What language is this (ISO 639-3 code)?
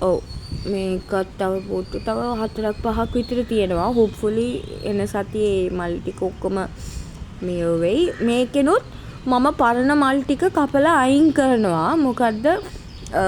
sin